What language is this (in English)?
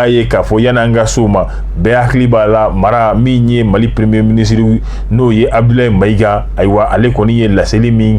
Bambara